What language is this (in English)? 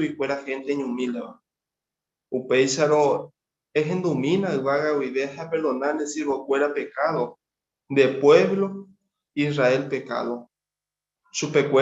Guarani